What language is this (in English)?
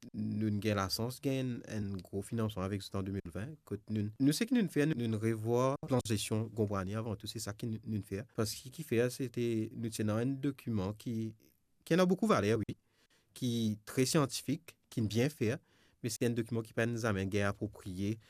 Morisyen